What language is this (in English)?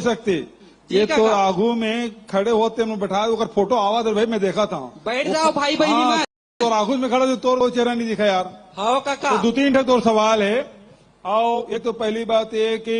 Chhattisgarhi